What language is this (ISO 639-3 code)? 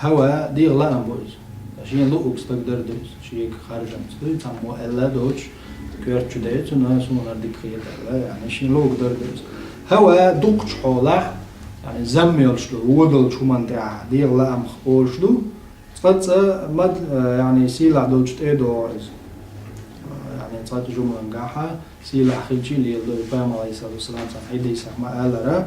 che